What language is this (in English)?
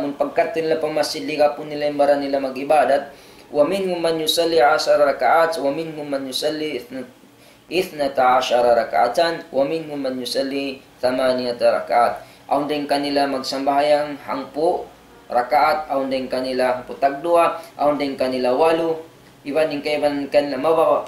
Tausug